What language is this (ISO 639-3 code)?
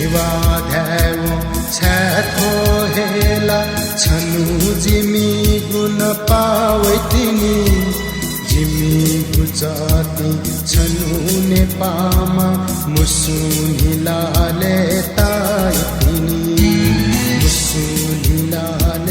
new